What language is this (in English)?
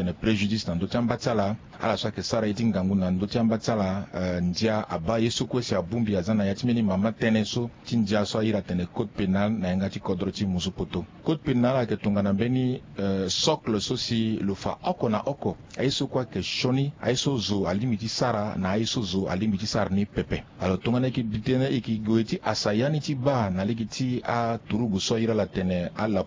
Sango